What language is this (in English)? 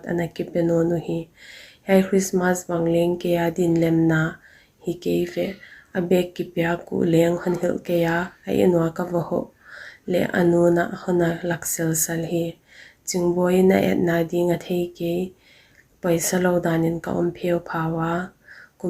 Paite Chin